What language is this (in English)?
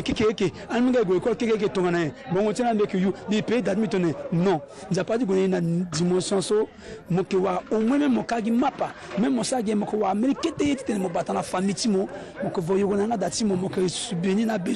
Sango